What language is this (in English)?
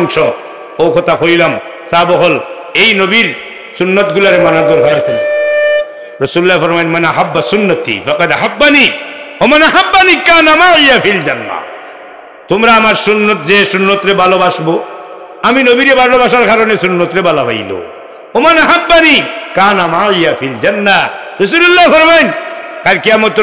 Sylheti